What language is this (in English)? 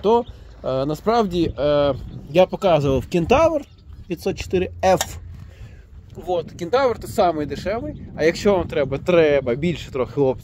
Ukrainian